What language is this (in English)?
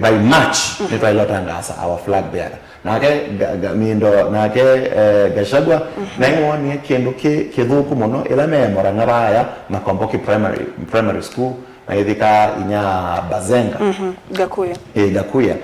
Kamba